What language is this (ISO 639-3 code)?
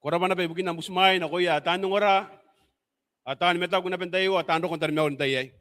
gil